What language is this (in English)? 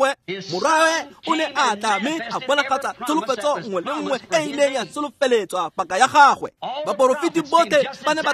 Tswana